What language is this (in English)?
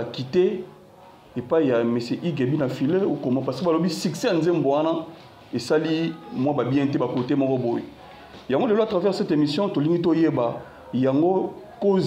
Lingala